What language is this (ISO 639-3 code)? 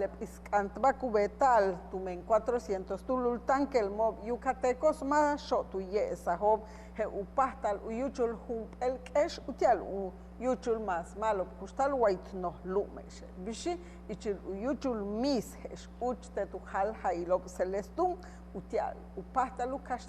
yua